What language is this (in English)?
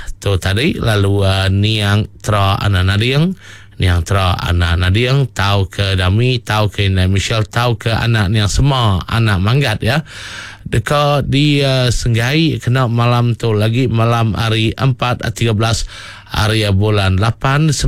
Iban